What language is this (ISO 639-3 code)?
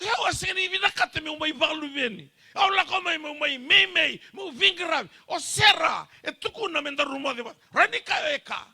fij